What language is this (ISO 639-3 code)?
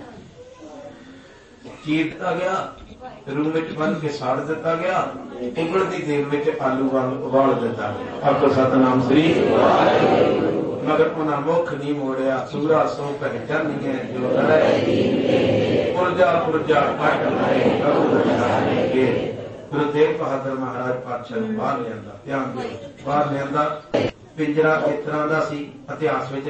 pan